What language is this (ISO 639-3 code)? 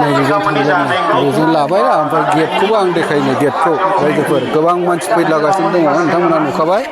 brx